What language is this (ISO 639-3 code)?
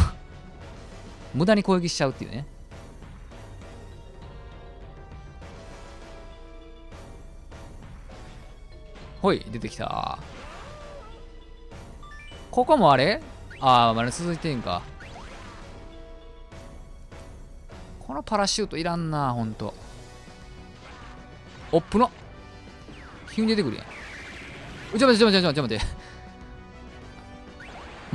jpn